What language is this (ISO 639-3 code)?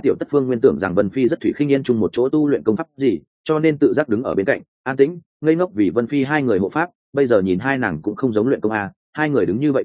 vie